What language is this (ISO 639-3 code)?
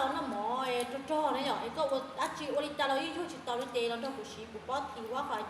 hmn